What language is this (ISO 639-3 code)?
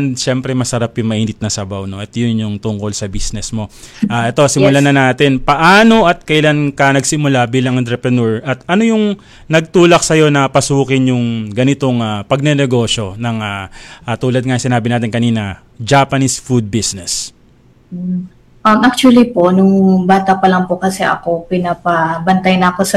fil